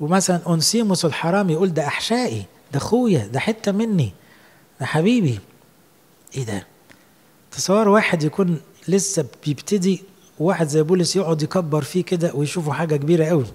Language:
Egyptian Arabic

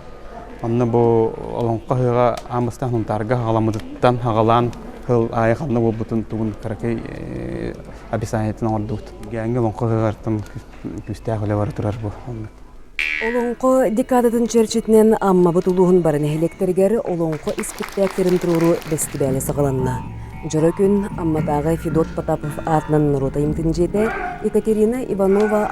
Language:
Yakut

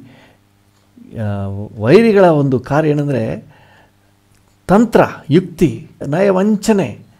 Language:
Kannada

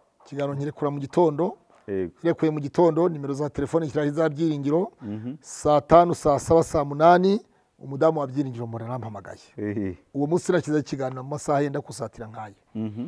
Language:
Kinyarwanda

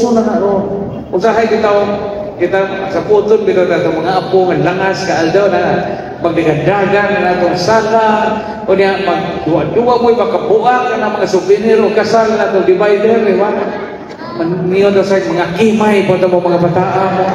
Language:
Cebuano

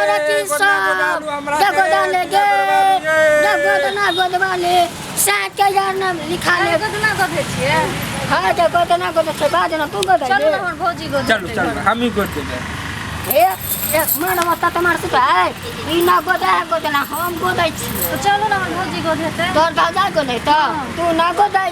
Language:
Maithili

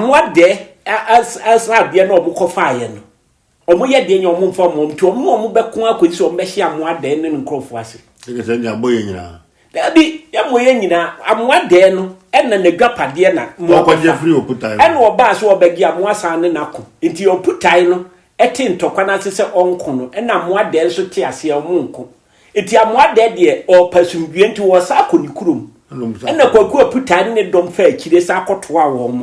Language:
Akan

